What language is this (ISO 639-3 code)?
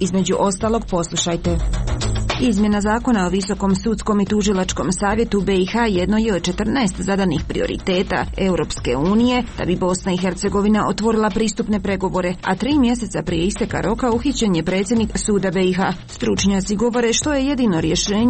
hrv